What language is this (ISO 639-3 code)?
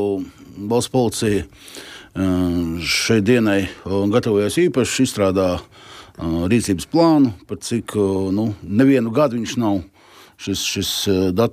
lav